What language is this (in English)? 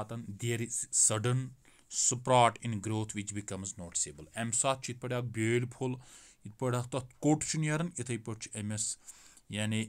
Kashmiri